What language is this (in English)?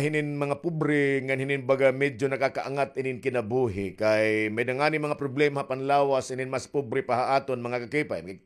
Waray